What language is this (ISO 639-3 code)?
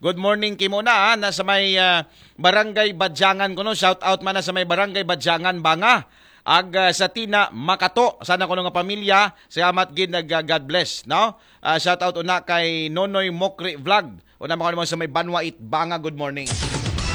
akl